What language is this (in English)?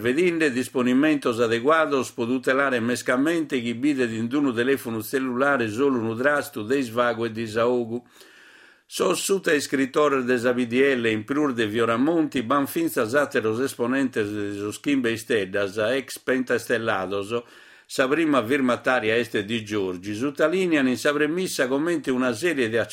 Sardinian